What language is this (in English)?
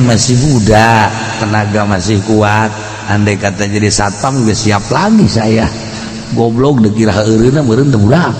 Sundanese